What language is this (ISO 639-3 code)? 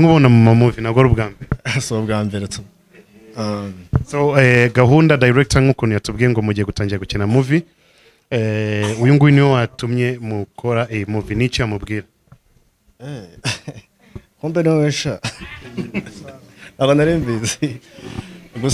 kin